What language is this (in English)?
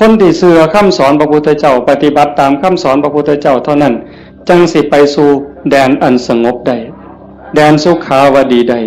Northeastern Thai